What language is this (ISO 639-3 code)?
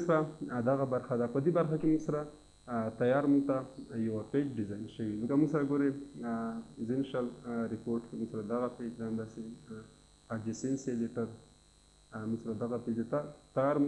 pus